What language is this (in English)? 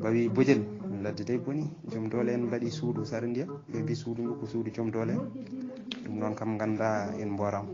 Fula